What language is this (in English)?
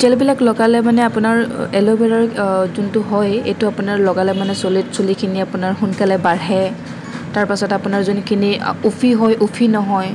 Assamese